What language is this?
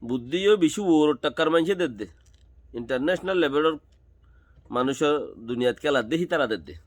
Rohingya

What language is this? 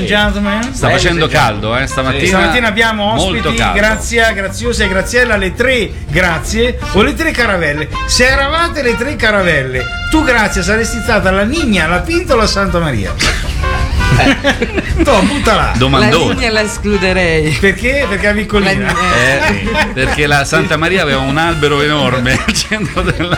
Italian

